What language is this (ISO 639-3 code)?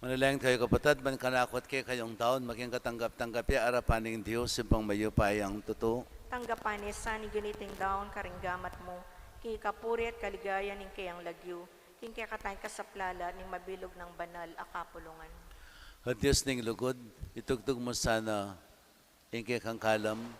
pam